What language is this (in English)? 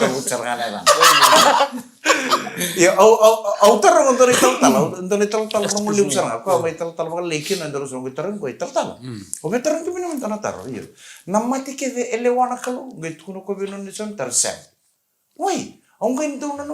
Fijian